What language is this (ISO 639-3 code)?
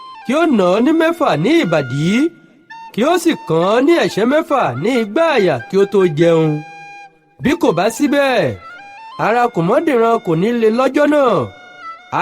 yor